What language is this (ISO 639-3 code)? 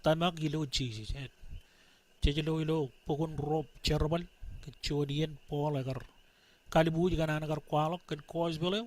mah